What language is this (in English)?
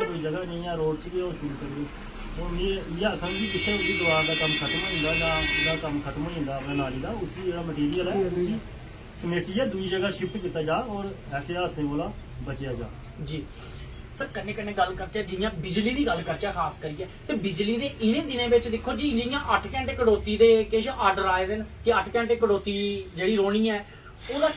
Dogri